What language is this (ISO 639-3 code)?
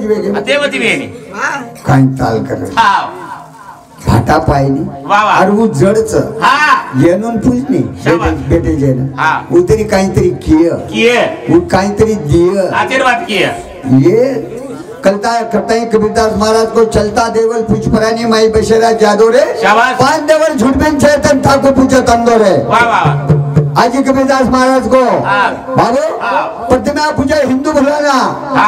mar